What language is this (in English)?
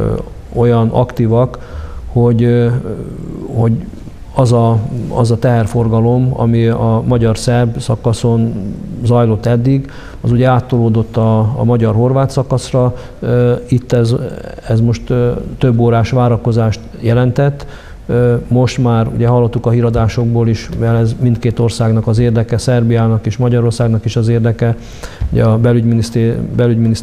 Hungarian